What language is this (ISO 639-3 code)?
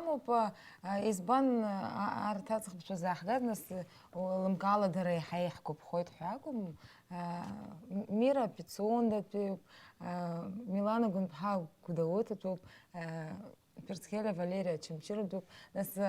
abk